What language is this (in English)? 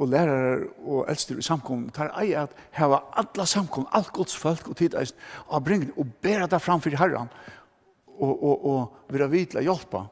Faroese